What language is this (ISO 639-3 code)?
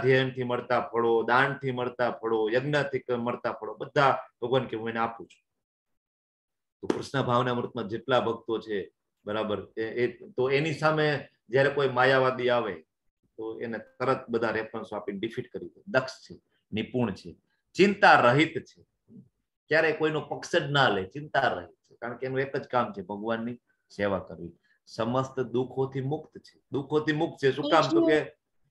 guj